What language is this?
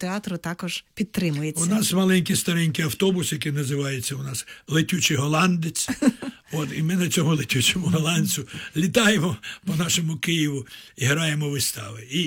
Ukrainian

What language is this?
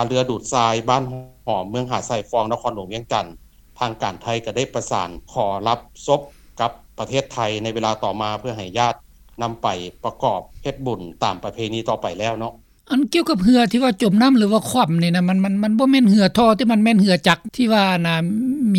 Lao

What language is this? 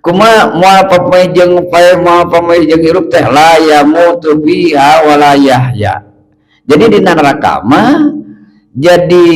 Sundanese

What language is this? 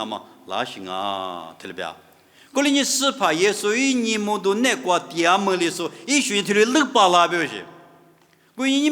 Lisu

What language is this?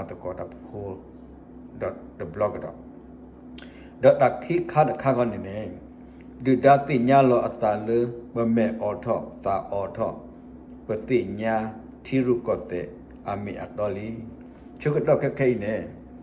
S'gaw Karen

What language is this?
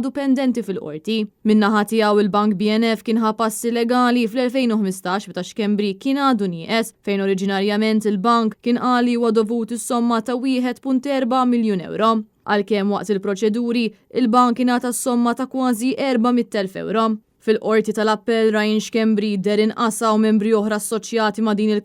Maltese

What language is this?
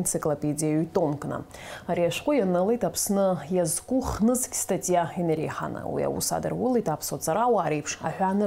Abkhazian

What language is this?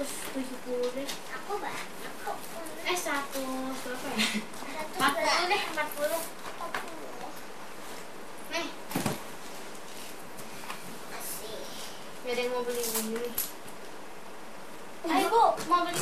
Indonesian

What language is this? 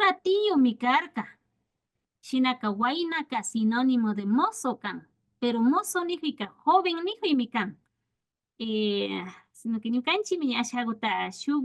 Imbabura Highland Quichua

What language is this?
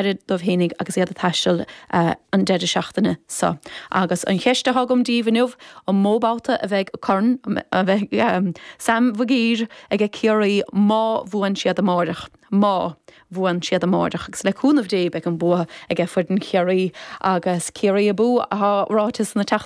Irish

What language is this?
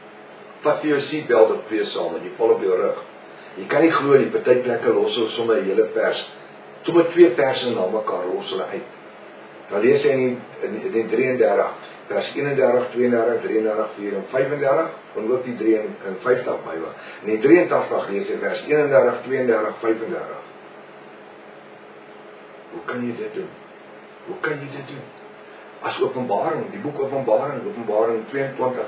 Afrikaans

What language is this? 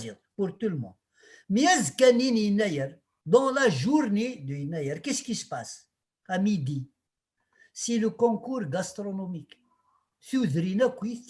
Kabyle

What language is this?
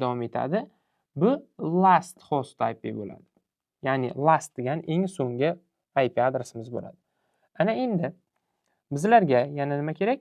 Uzbek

